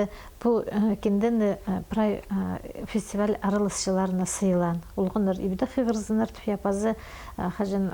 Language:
Khakas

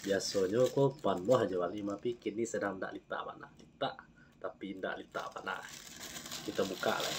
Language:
Minangkabau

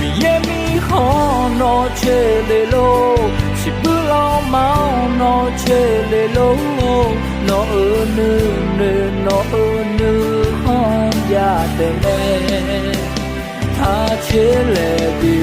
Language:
Akha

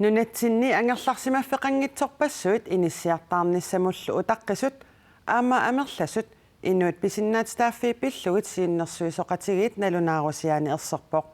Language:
Kalaallisut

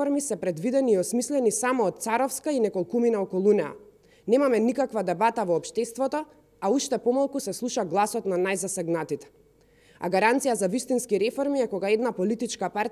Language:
Macedonian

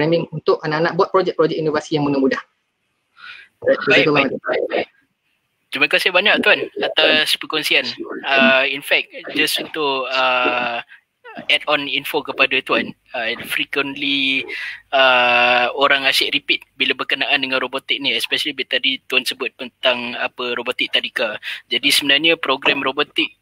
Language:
Malay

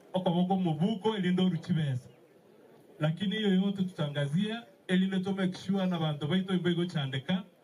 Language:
Gusii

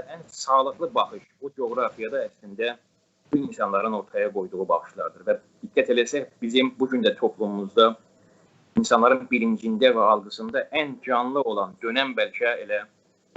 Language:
South Azerbaijani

